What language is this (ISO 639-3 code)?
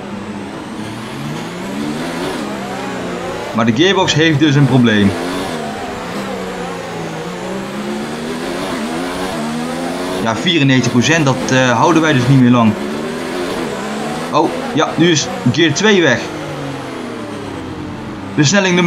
nld